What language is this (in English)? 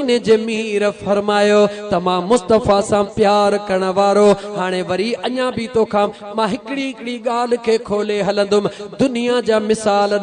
Sindhi